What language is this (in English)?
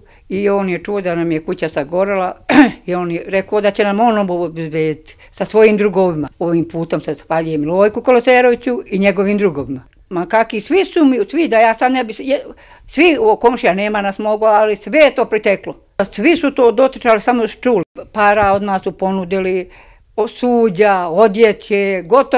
Serbian